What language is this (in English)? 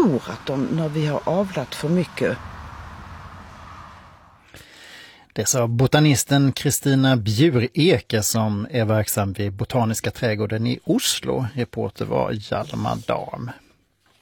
Swedish